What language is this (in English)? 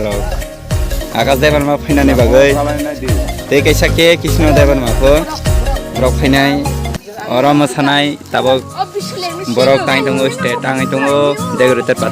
Kok Borok